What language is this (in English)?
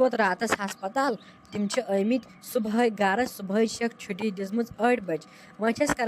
Kashmiri